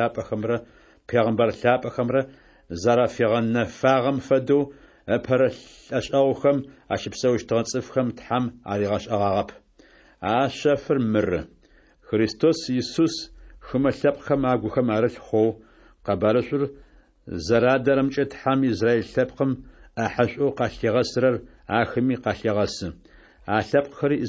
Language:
Adyghe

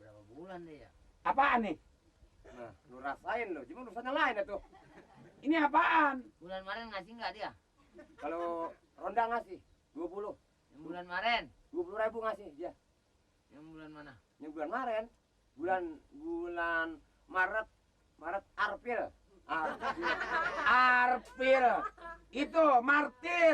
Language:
Betawi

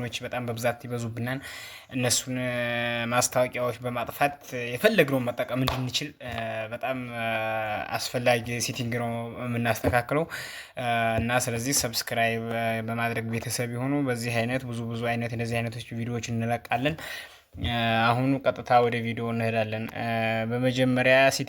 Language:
Amharic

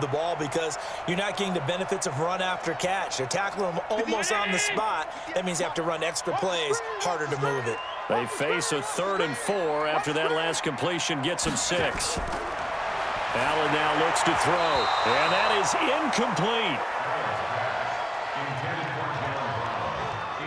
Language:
English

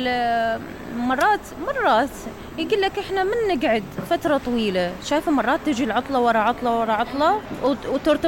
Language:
Mesopotamian Arabic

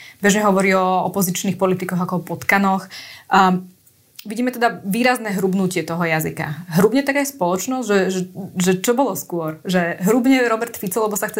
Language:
Slovak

